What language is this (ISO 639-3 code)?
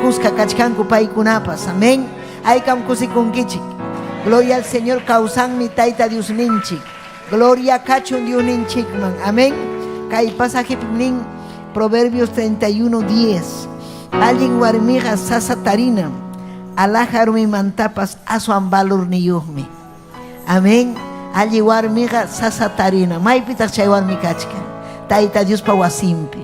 quy